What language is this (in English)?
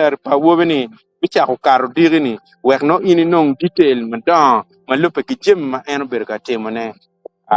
Acoli